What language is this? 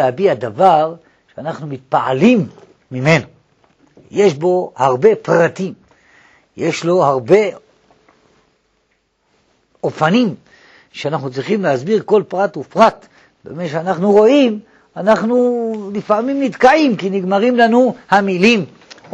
Hebrew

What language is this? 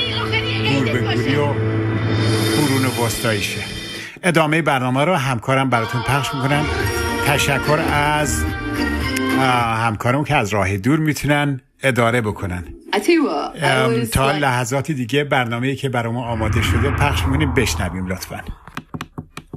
Persian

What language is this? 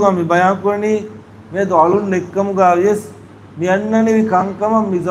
Divehi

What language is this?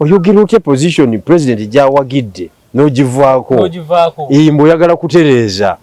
Ganda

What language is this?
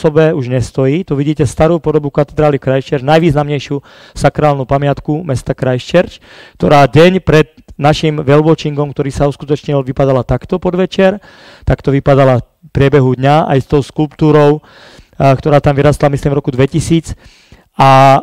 Slovak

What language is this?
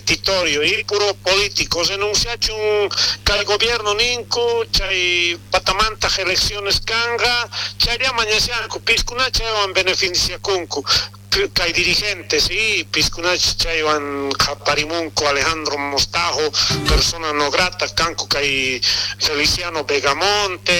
South Bolivian Quechua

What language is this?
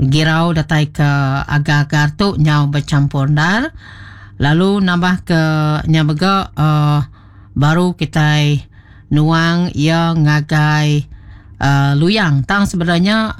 Iban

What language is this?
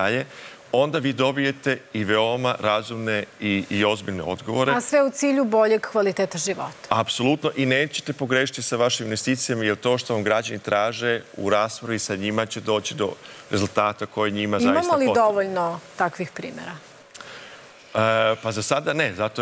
Serbian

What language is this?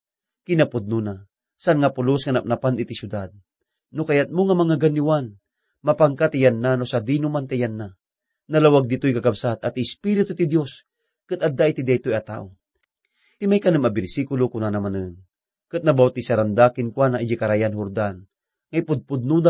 Iloko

